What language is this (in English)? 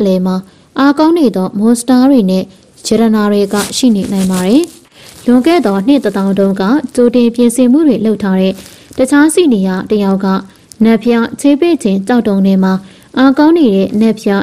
Burmese